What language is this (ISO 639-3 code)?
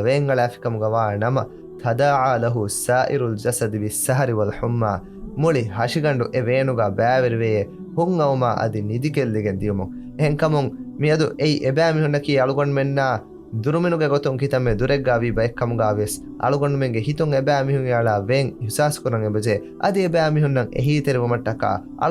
div